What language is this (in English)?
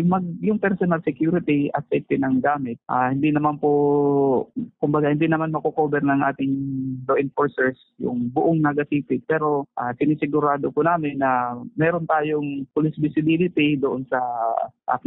Bikol